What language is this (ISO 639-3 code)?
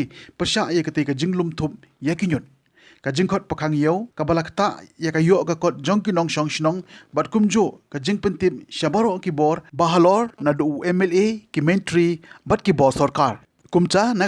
kha